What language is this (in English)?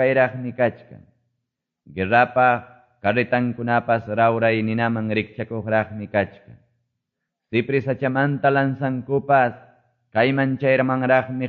Quechua